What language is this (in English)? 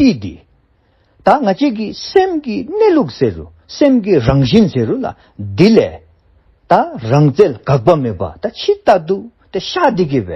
Dzongkha